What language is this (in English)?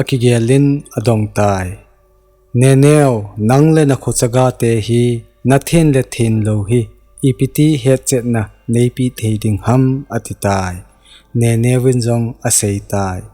Thado Chin